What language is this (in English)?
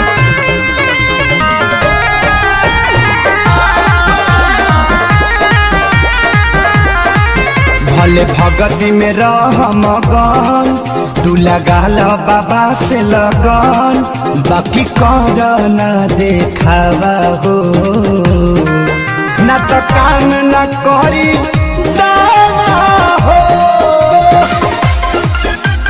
Bhojpuri